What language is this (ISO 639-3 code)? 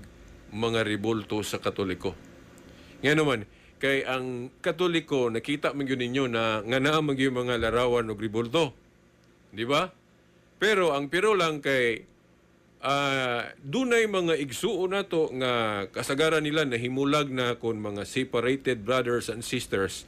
ceb